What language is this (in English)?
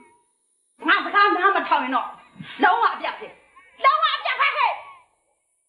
Burmese